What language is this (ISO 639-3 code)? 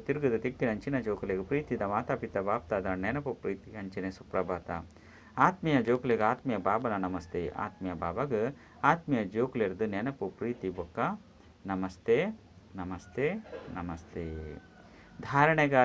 tcy